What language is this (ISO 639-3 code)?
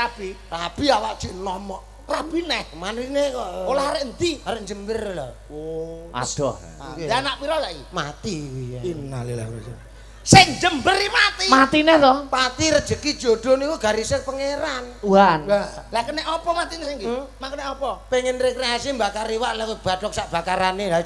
jav